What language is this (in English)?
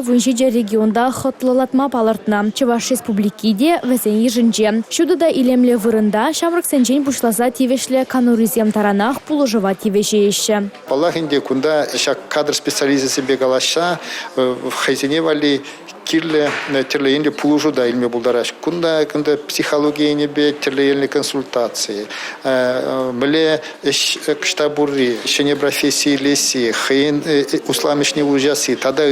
Chuvash